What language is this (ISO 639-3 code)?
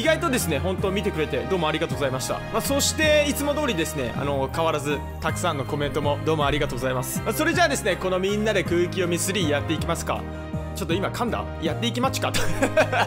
jpn